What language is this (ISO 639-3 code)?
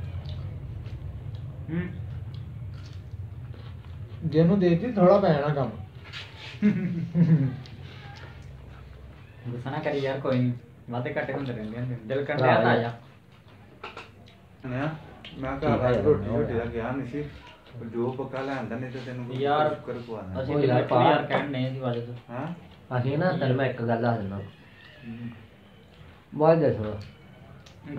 pan